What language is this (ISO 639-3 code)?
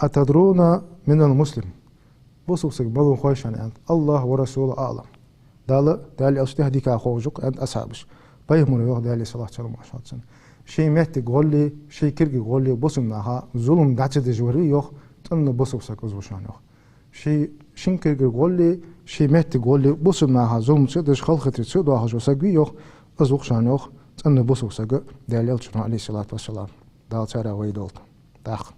inh